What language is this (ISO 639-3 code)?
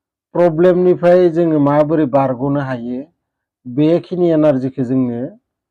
brx